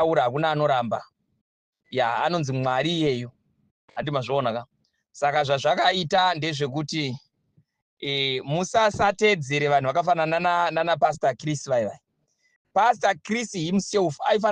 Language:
Shona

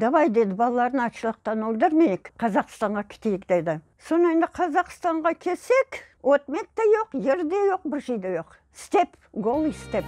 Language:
Crimean Tatar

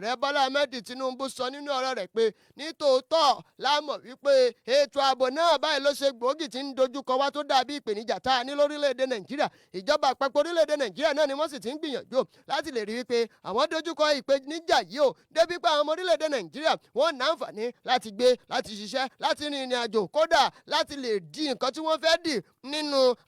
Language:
Yoruba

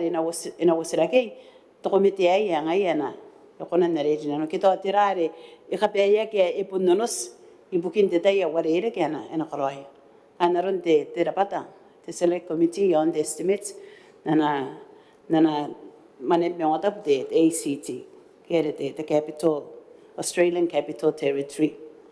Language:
Gilbertese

